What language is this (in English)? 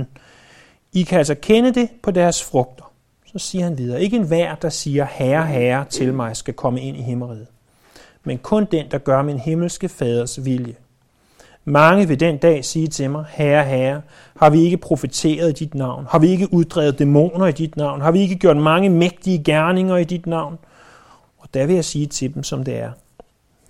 Danish